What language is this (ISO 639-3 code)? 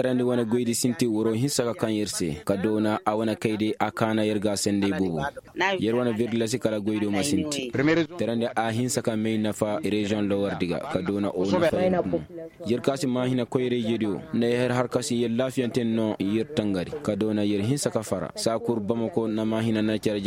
ses